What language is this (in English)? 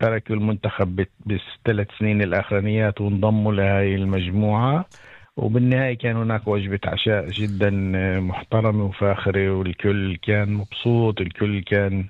North Levantine Arabic